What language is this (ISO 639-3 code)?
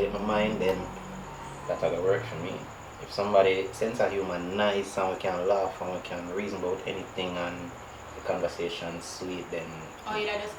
jam